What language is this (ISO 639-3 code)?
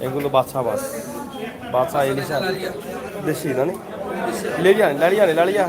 syl